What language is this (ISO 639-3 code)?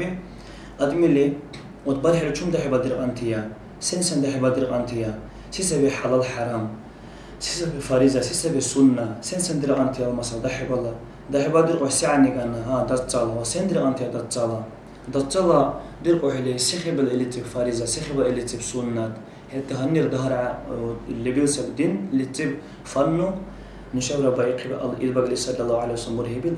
dar